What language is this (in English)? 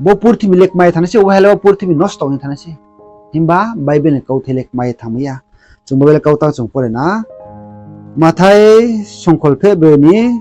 Riang (India)